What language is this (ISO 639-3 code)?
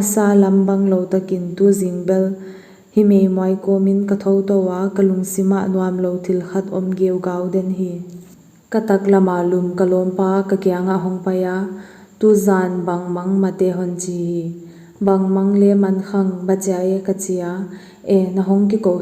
pck